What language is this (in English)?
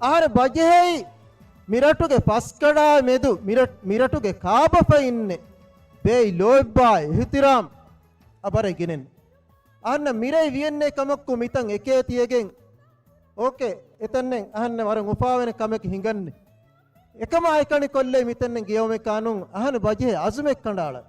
Divehi